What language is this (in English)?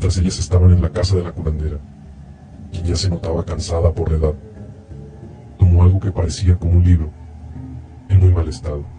Spanish